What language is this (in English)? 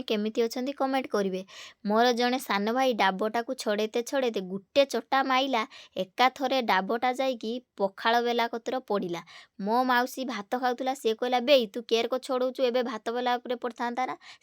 Odia